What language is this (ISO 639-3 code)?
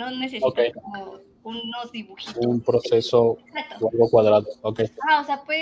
spa